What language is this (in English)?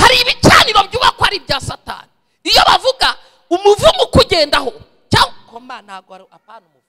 Kinyarwanda